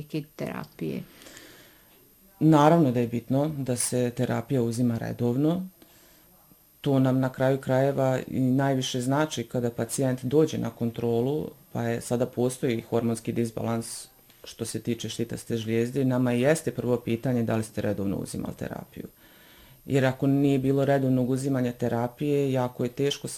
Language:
Bosnian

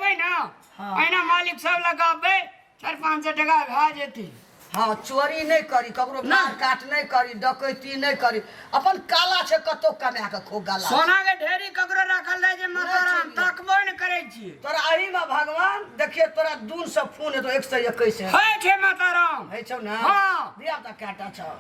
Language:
Maithili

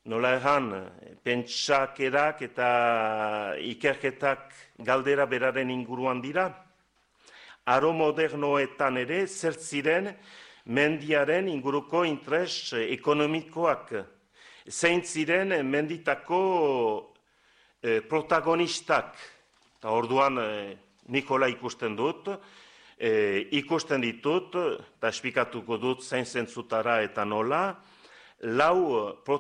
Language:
Basque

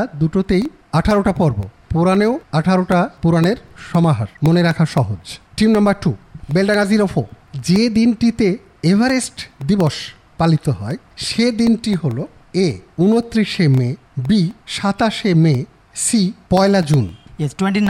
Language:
Bangla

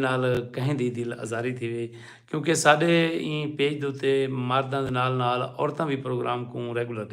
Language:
Saraiki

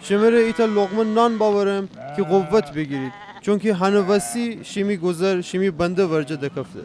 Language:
Gilaki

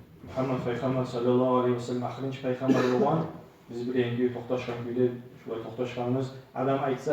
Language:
Kumyk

